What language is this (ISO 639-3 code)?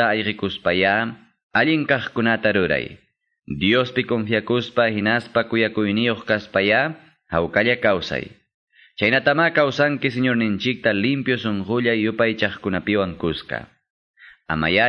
que